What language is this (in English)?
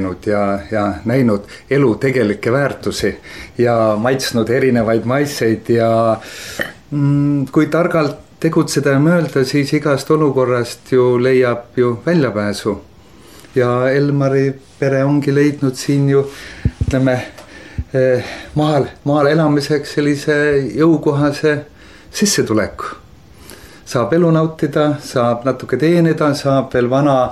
Estonian